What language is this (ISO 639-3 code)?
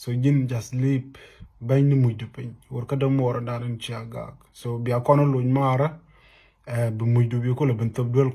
nus